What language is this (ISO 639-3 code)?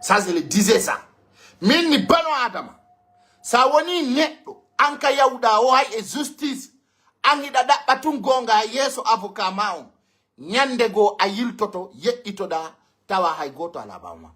fuf